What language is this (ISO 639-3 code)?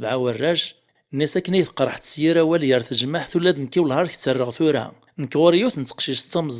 kab